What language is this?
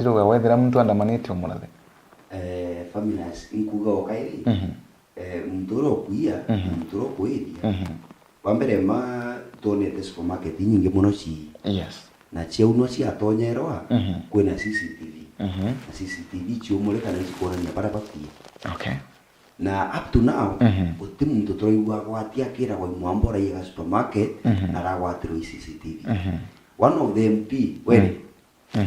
Meru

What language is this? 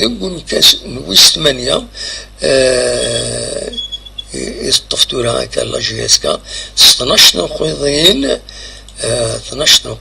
Kabyle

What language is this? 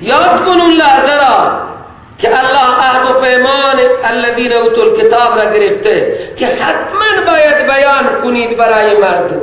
Persian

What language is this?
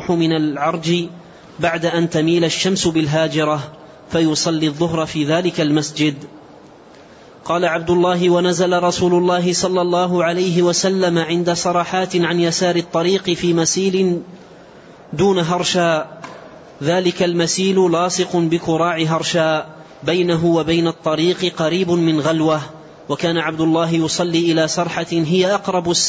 Arabic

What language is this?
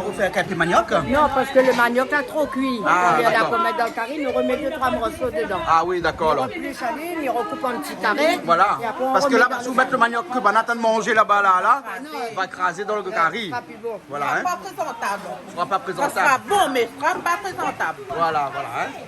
Réunion Creole French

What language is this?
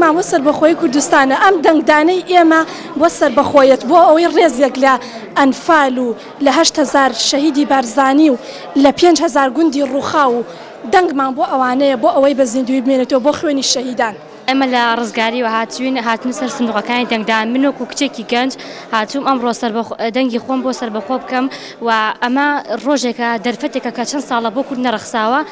Central Kurdish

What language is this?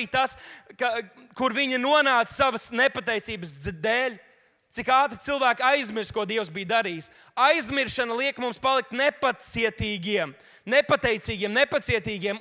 Latvian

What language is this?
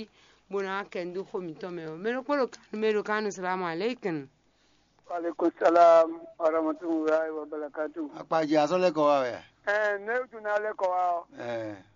Fon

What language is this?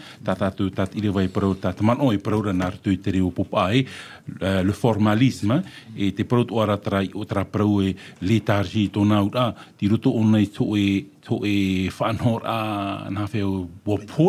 Tahitian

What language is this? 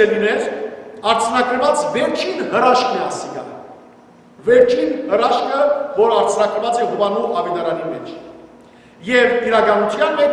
Western Armenian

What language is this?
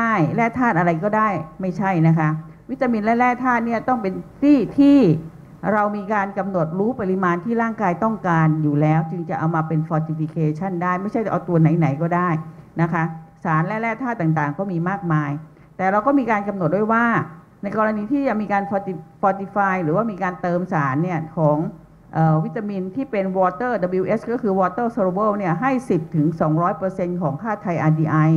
Thai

